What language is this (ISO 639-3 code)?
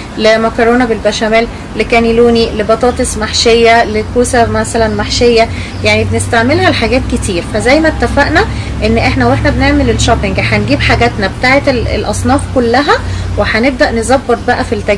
arz